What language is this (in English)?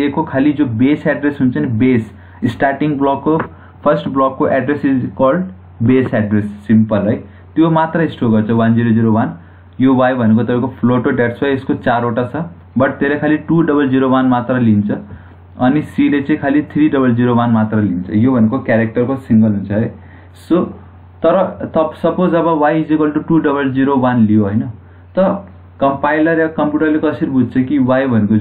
Nepali